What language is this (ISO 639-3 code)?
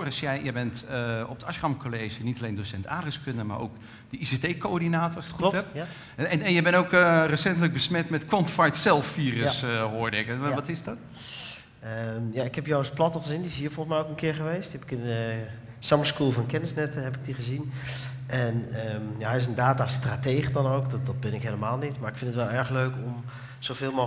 nld